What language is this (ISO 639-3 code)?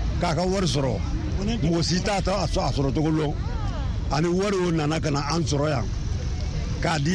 bam